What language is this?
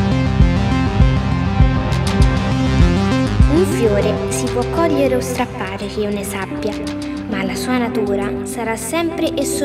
Italian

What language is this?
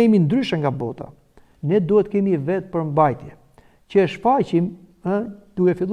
Albanian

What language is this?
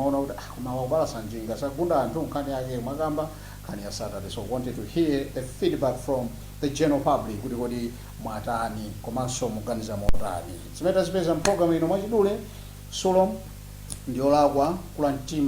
Nyanja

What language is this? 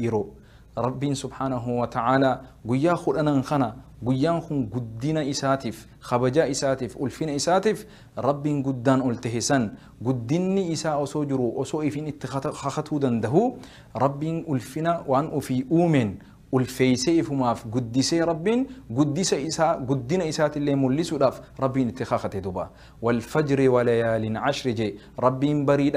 Oromo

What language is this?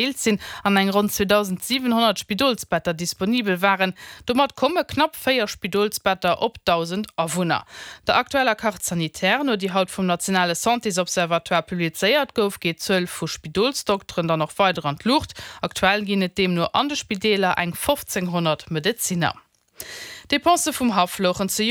Luxembourgish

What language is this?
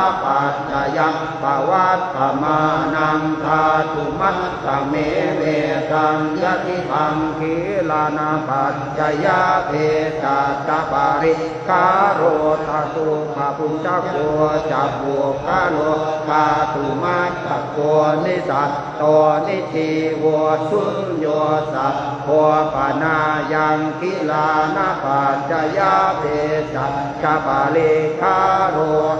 Pali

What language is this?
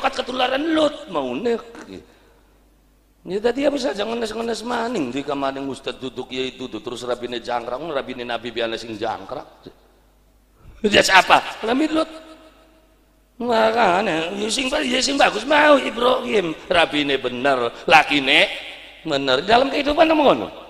Javanese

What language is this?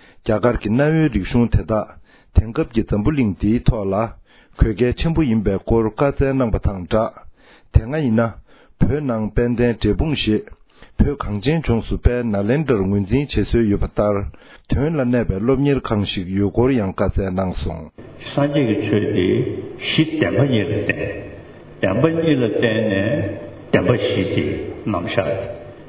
Tibetan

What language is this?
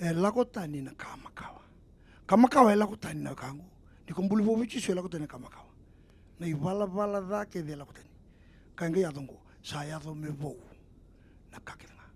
Fijian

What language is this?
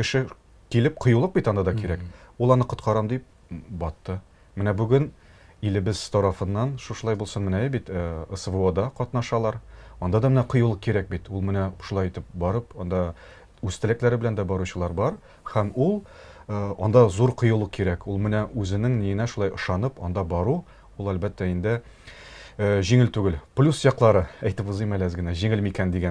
Tatar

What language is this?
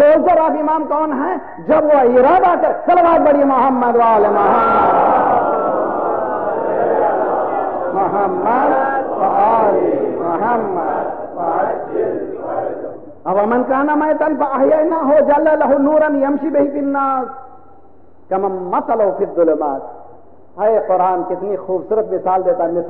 Urdu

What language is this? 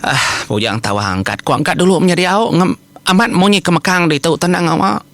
Iban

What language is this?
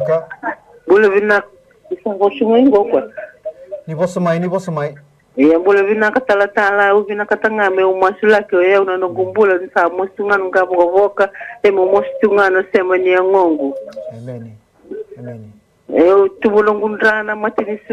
Fijian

